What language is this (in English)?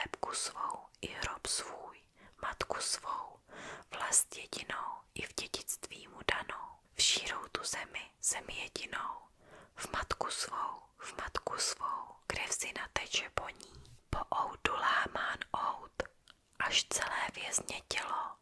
Czech